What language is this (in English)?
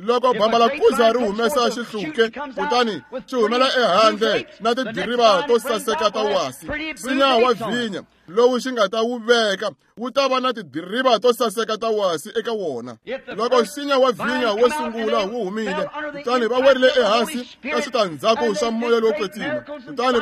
Tsonga